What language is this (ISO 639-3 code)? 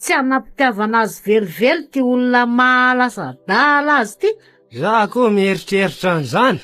mlg